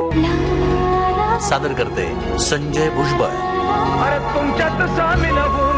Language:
Marathi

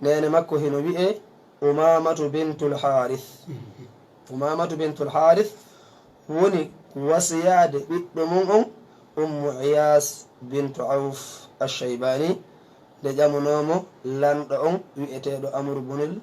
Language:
Fula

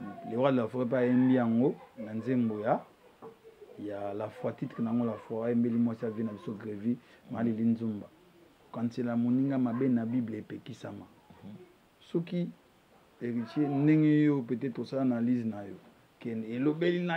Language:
Lingala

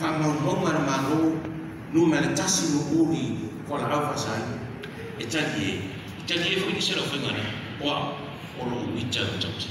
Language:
Samoan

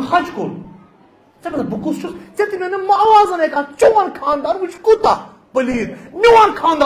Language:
Kashmiri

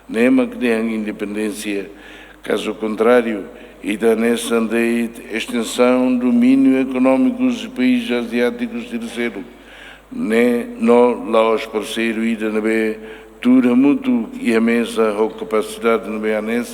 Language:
Tetum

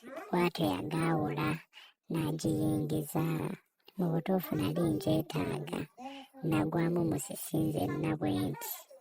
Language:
Ganda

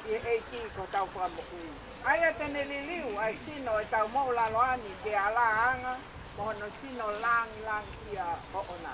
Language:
Tongan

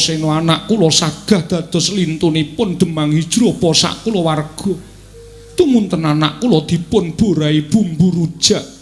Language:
Javanese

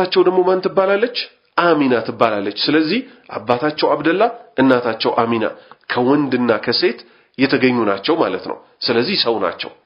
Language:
Amharic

